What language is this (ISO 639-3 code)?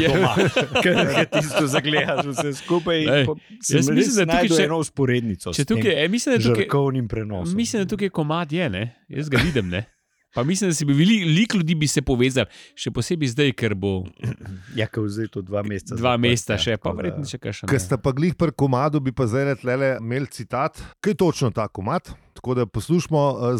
slv